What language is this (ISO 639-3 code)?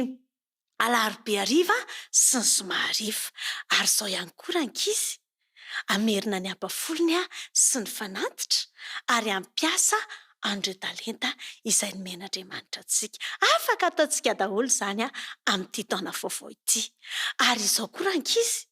mlg